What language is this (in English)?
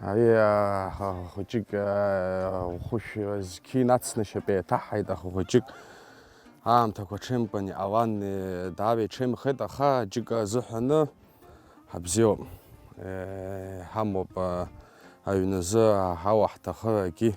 Abkhazian